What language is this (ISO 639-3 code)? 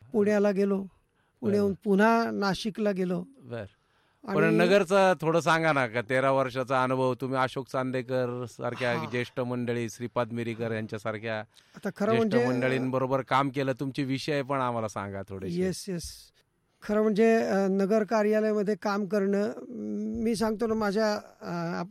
mar